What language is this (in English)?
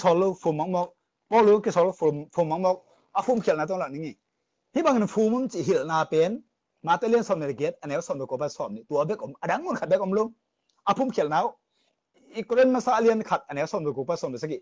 Tedim Chin